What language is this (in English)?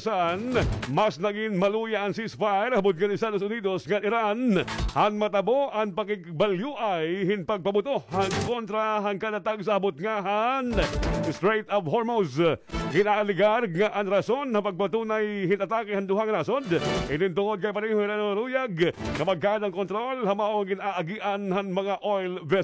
Waray